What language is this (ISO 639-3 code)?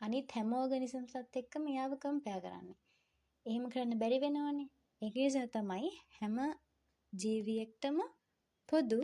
sin